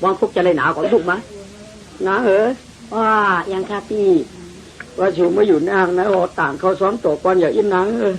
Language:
Shan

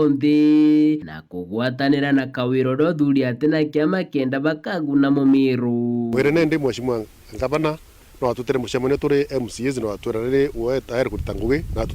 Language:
Meru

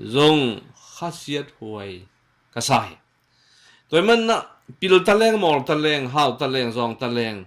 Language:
Tedim Chin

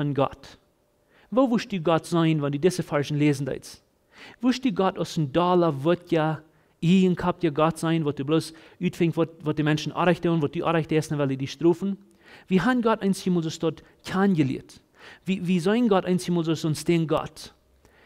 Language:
Plautdietsch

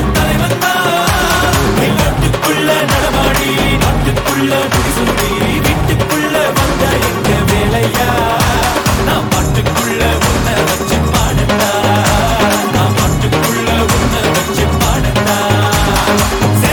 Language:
Tamil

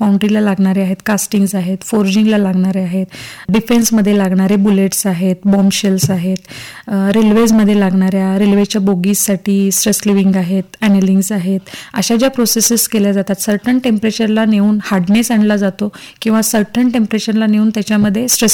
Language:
Marathi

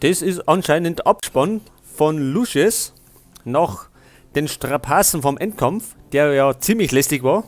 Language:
Bavarian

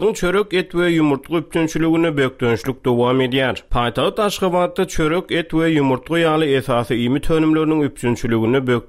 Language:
Turkmen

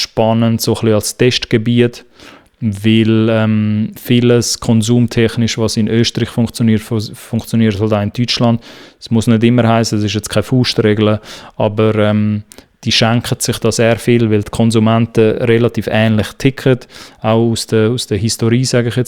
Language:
Swiss German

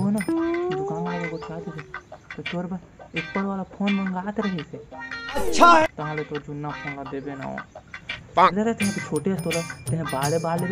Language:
Chhattisgarhi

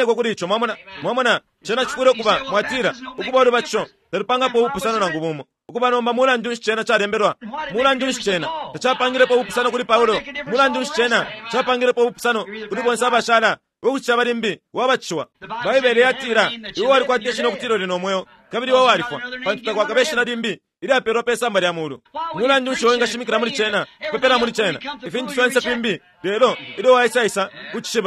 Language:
Bemba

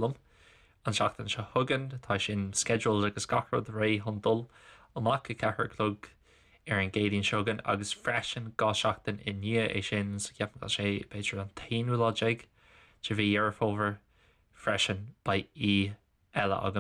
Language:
Irish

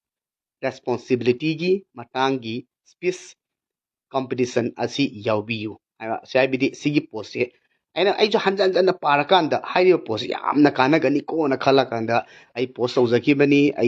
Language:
Manipuri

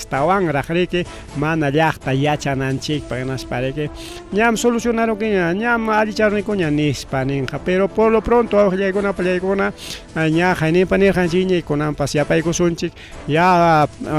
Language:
Ayacucho Quechua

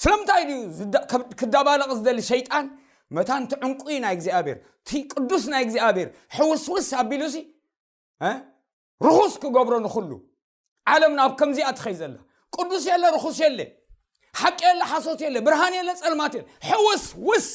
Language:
Tigrinya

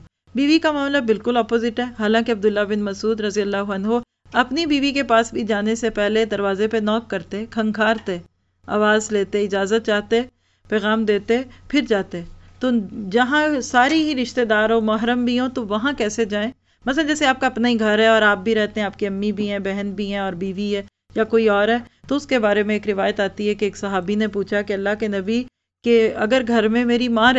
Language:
Urdu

